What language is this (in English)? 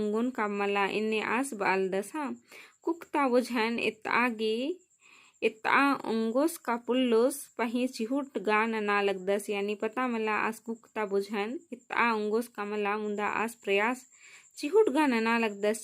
Kurukh